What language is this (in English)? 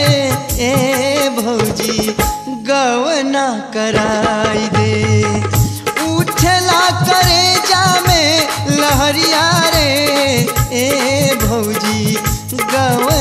Bhojpuri